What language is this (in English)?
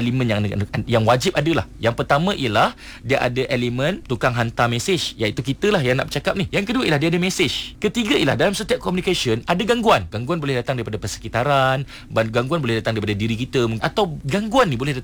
Malay